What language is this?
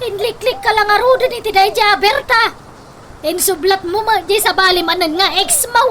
Iloko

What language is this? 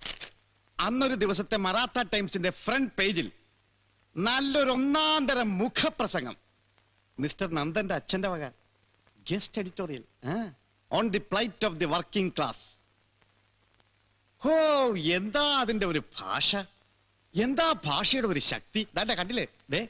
Malayalam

